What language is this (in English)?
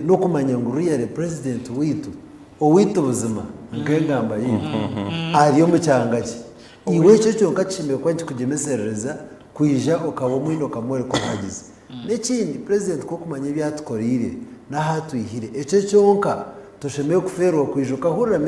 Nyankole